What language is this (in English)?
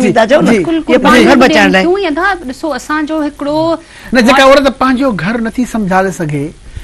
Sindhi